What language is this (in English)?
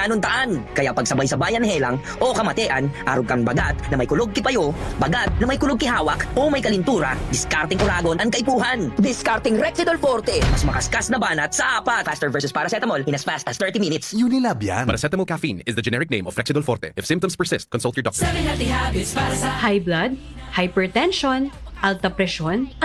Bikol